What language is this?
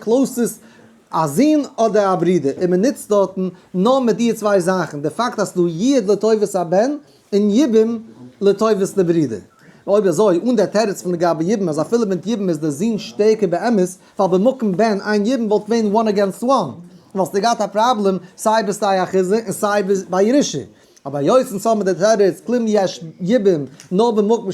Yiddish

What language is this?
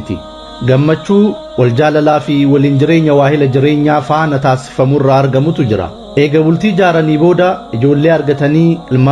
Oromo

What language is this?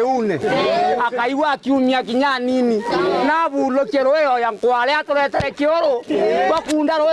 Meru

